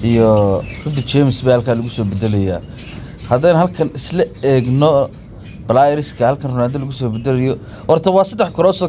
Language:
Somali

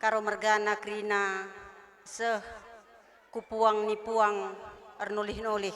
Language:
Batak Karo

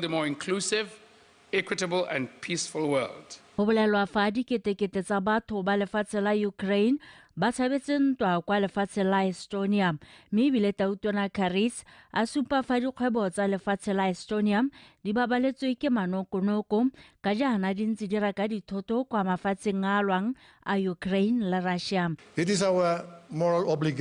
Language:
Tswana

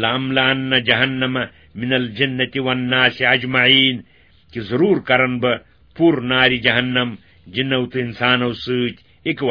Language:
Kashmiri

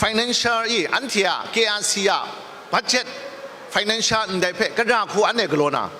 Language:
Kachin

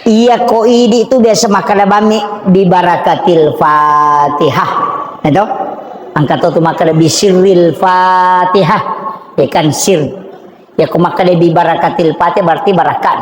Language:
Buginese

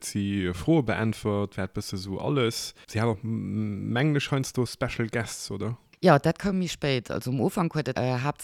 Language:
Luxembourgish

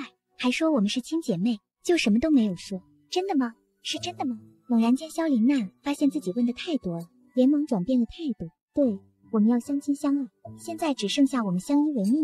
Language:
Chinese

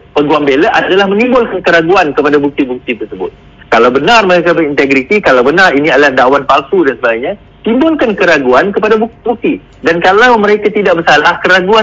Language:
Malay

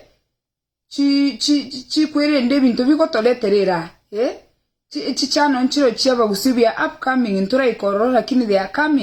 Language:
Gusii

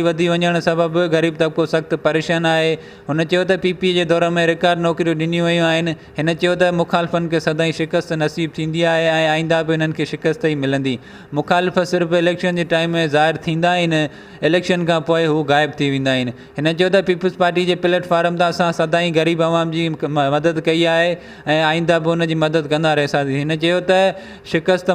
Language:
Sindhi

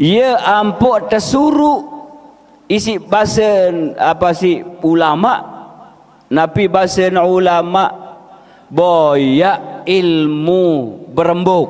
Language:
Sasak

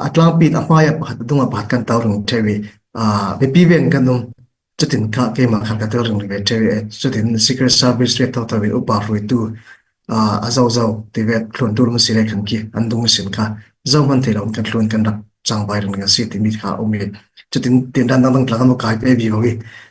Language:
Falam Chin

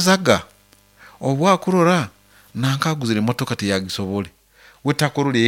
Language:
Nyoro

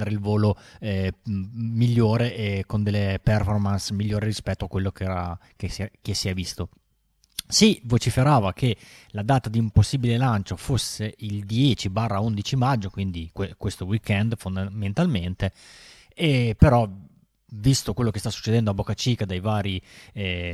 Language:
Italian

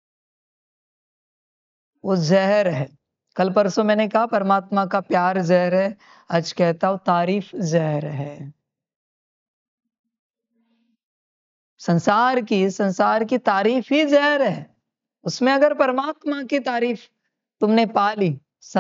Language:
Hindi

